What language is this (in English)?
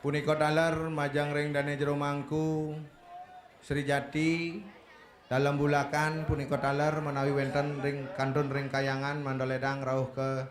Balinese